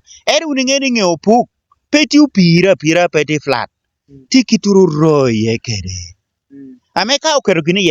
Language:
Lango (Uganda)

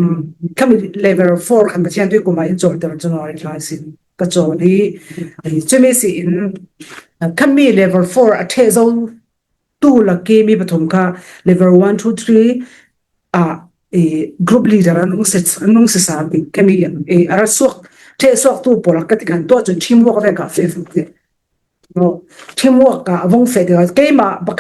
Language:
Falam Chin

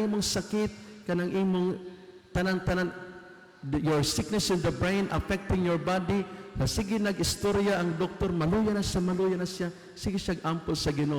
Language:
Cebuano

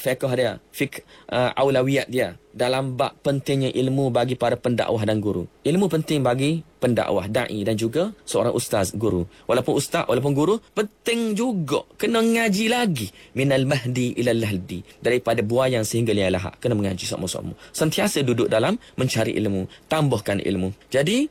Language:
Malay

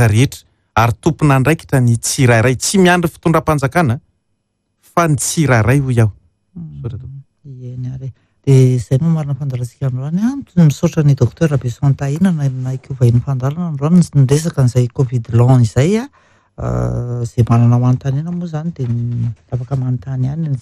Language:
Malagasy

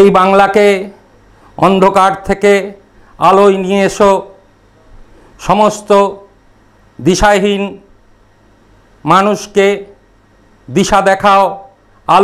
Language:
Bangla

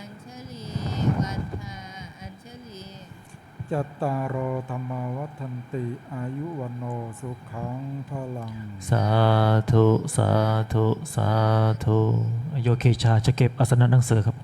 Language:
Pali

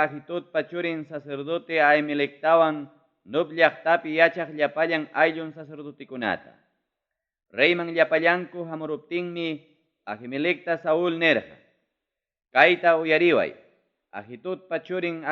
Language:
Ayacucho Quechua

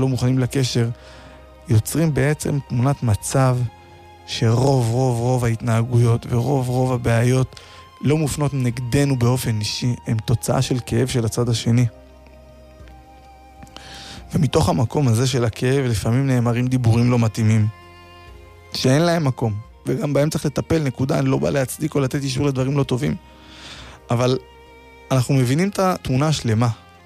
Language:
Hebrew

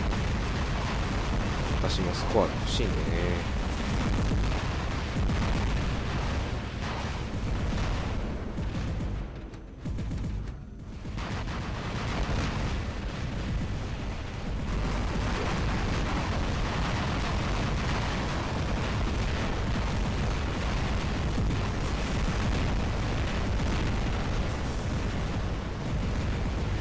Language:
Japanese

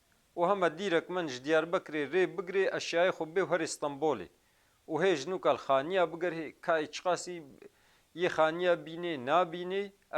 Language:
Kurdish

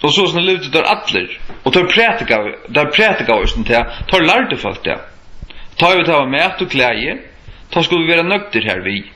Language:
Faroese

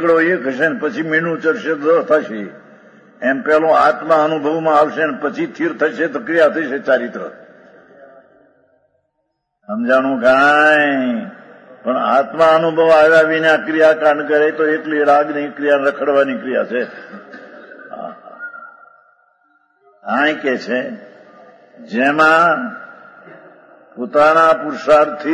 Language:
Gujarati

